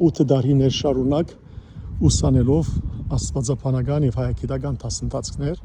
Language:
Western Armenian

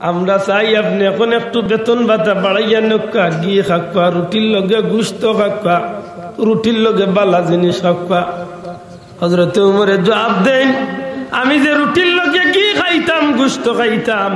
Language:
Sylheti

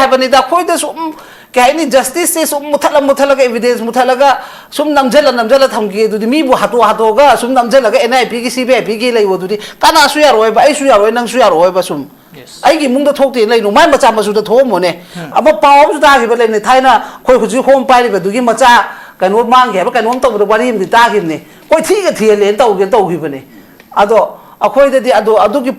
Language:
Manipuri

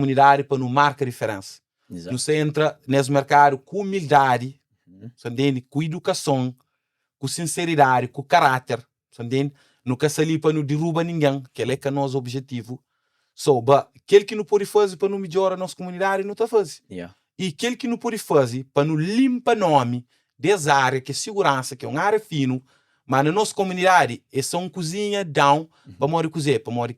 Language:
Kabuverdianu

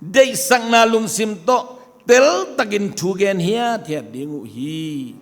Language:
Tedim Chin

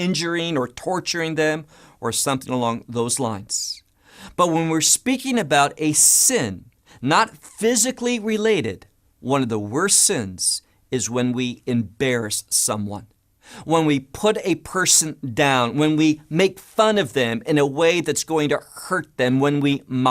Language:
English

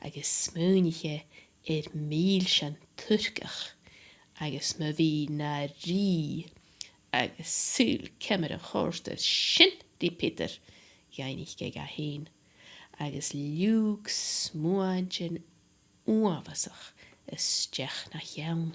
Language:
Scottish Gaelic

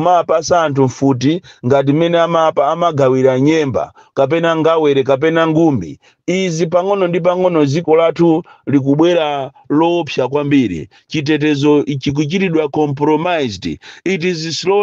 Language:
Nyanja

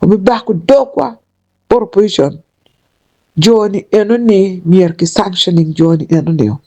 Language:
Acoli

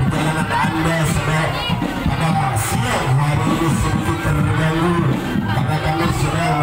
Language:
Indonesian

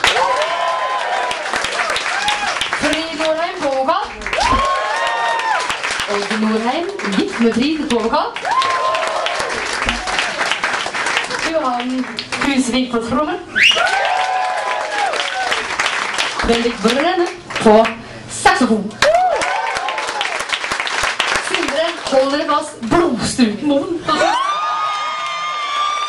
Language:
Norwegian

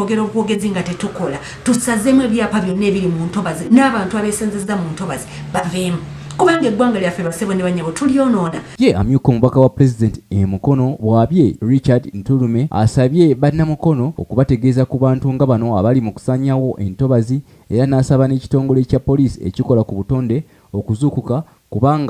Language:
Ganda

